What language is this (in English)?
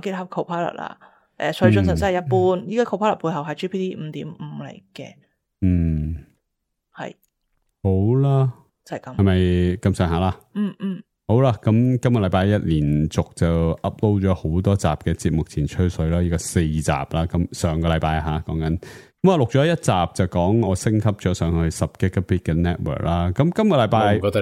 Cantonese